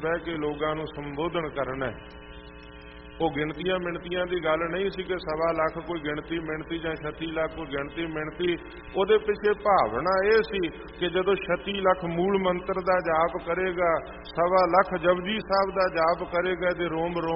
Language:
Punjabi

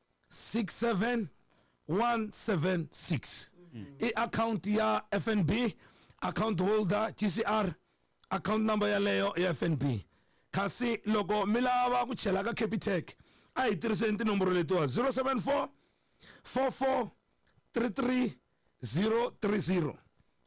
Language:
Tsonga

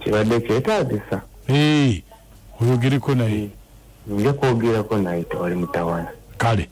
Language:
Ganda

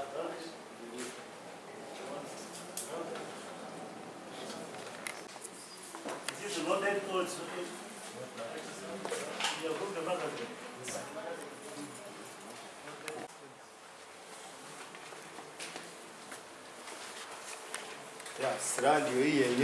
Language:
Swahili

